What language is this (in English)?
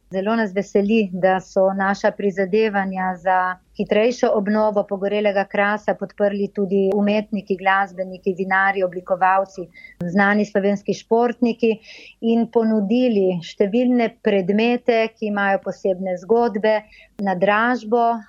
Slovenian